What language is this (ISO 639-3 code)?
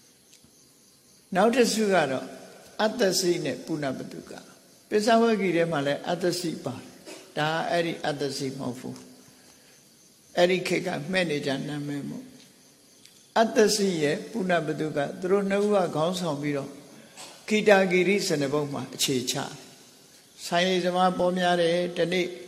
mya